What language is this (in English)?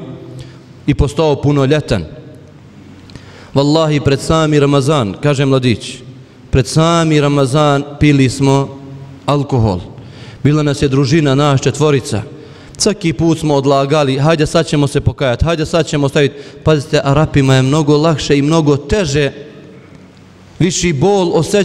Bosnian